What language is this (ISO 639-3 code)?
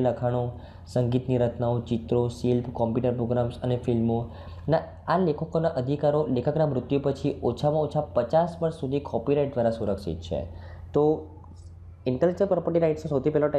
guj